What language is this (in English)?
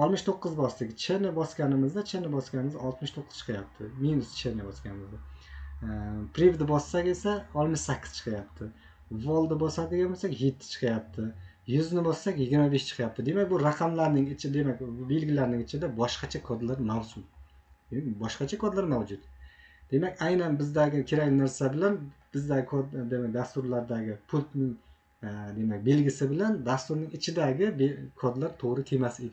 Uzbek